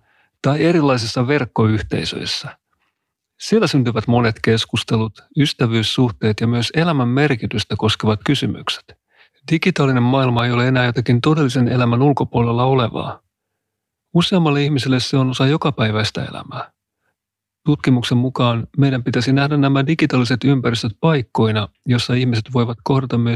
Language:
Finnish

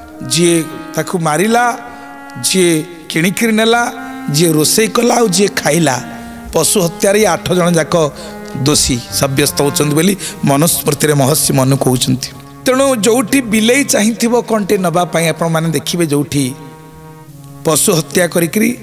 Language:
Odia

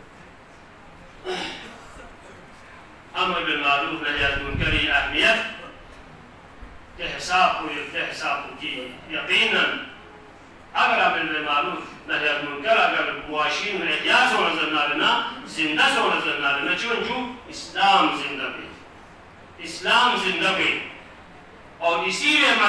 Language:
Urdu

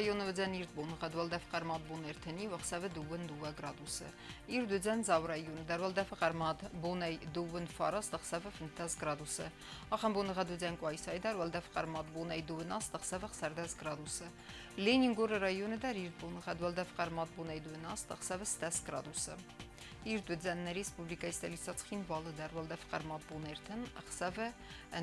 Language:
Ossetic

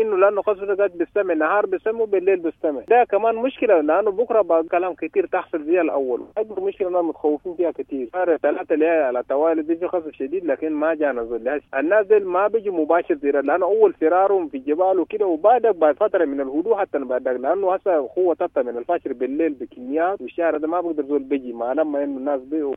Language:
Sudanese Arabic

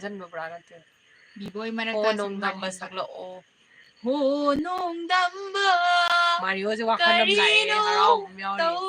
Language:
Manipuri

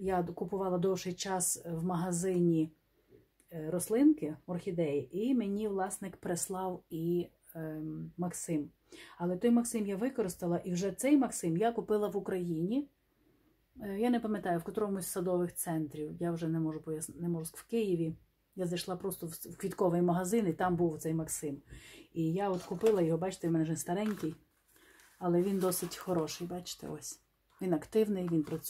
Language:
Ukrainian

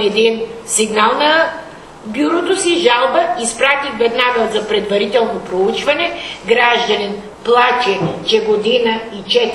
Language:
Bulgarian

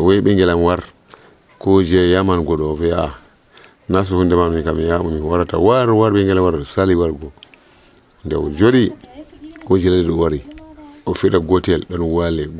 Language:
Nigerian Fulfulde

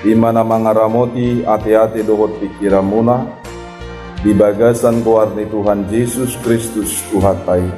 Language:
Batak Toba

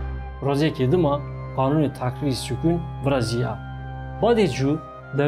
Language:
Kurdish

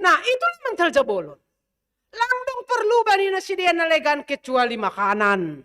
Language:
Batak Simalungun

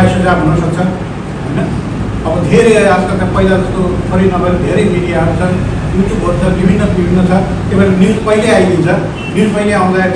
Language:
Nepali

